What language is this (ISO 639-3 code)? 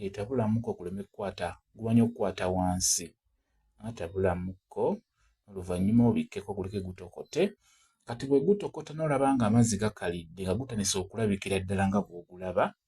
lug